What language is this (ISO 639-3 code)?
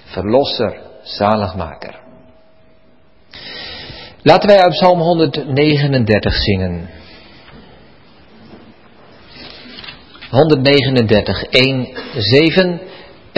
nld